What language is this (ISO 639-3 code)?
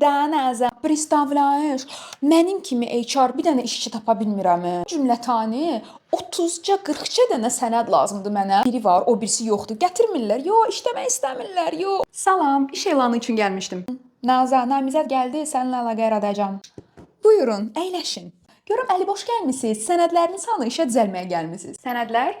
aze